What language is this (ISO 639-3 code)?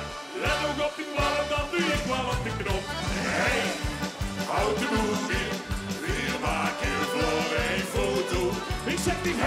lim